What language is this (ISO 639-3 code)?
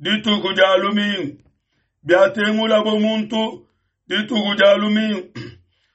lua